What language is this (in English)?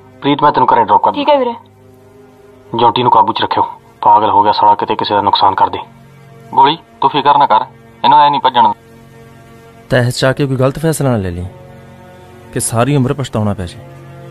Punjabi